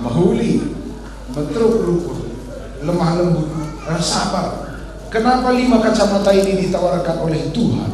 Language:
Batak Karo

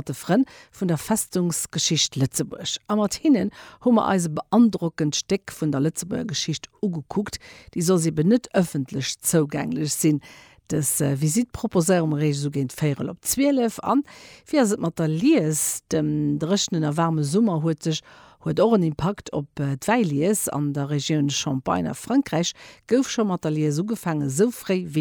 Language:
Luxembourgish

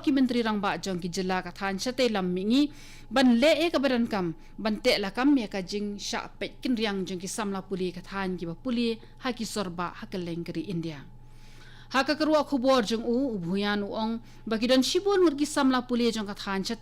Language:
Khasi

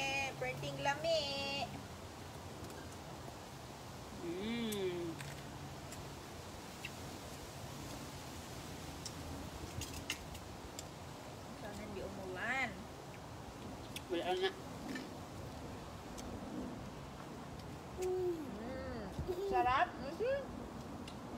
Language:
Filipino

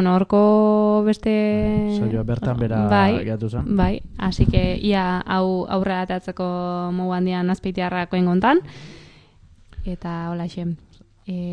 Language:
Basque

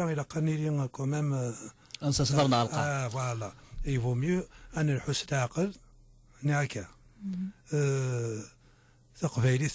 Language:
Kabyle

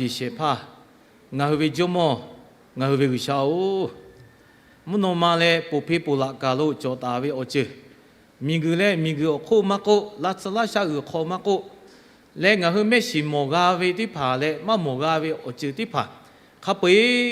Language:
Lahu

